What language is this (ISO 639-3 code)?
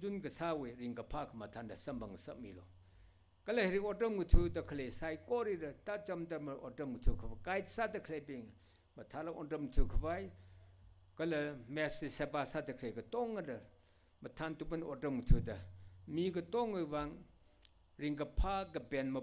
nmf